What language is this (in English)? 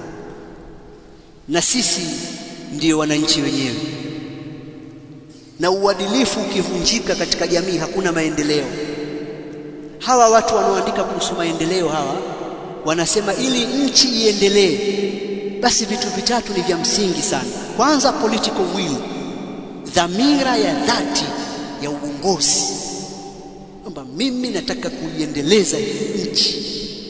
Swahili